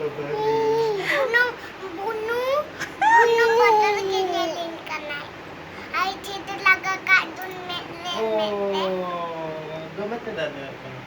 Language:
Santali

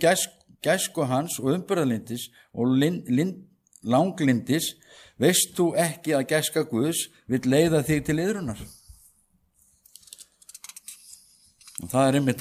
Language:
Icelandic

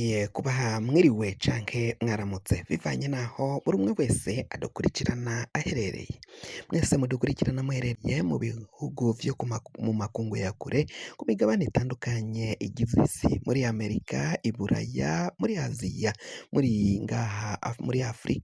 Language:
Rundi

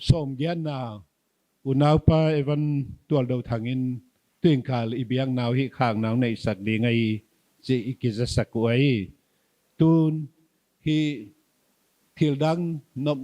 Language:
Paite Chin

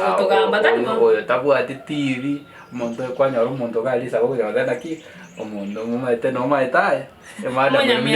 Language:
Gusii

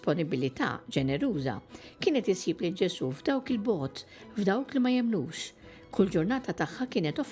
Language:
Maltese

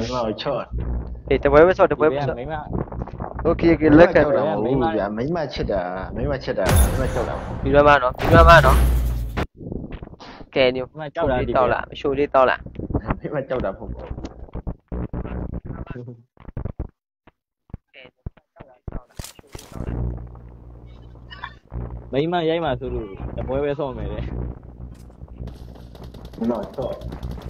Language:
Burmese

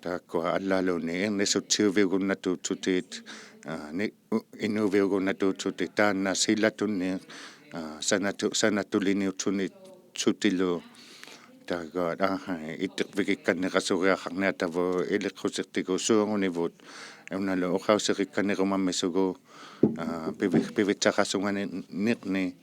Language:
Inuktitut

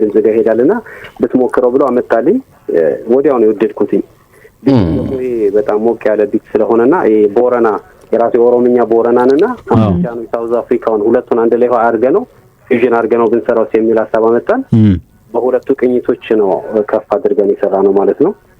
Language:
Amharic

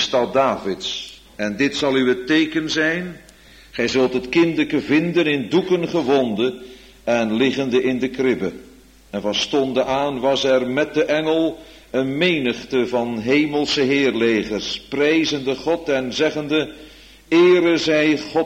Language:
Dutch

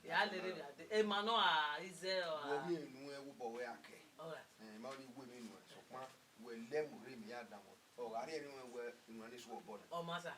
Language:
Bini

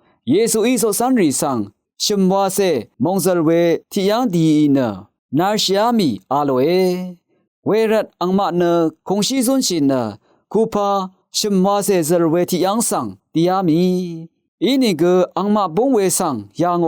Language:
Rawang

